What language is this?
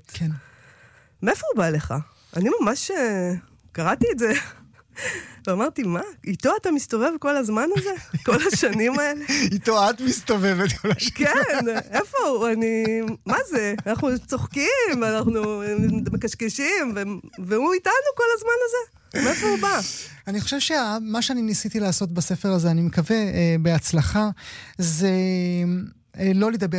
Hebrew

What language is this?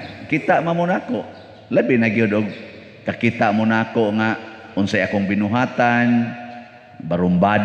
Cebuano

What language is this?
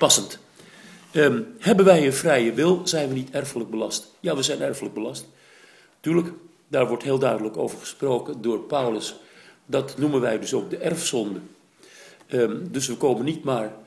Dutch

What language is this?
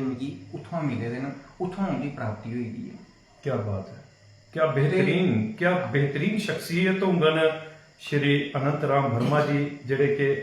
Dogri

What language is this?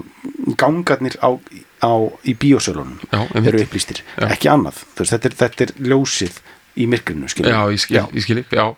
Icelandic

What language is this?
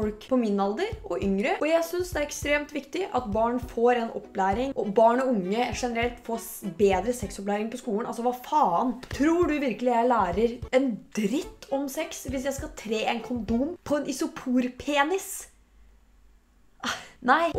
Norwegian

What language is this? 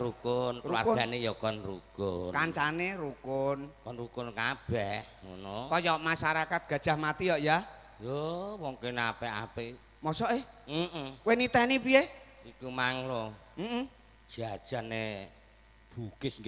Javanese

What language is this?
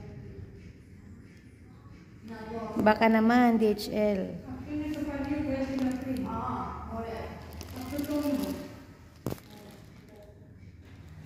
Filipino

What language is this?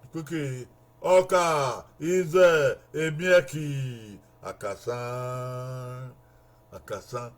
Bini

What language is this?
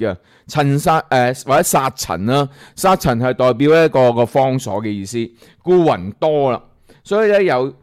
Cantonese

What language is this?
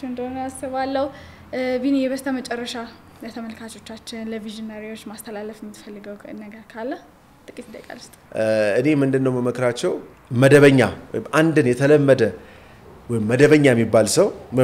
Amharic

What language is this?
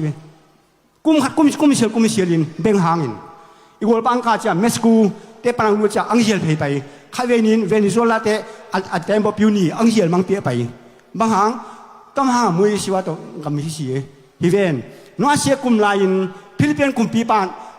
Tedim Chin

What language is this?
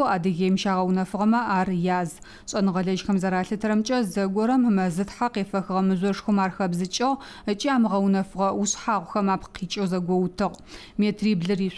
Adyghe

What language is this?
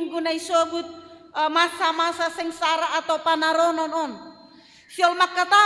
Batak Simalungun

